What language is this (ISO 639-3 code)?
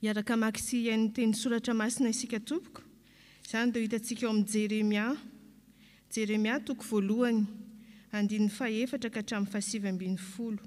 mlg